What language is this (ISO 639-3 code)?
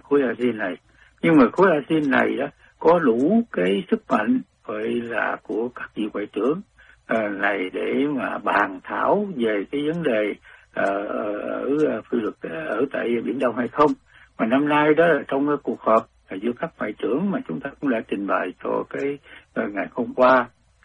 vie